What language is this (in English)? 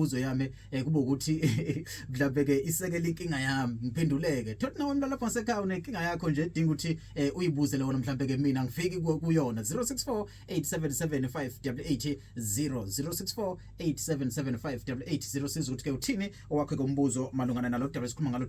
Zulu